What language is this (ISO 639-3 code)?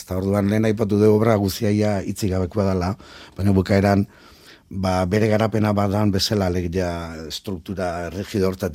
eus